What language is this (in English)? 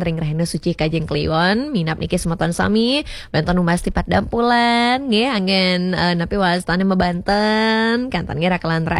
Balinese